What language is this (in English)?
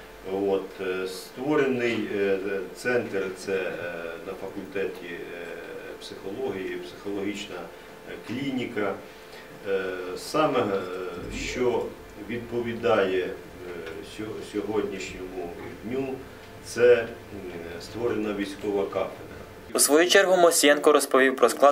Ukrainian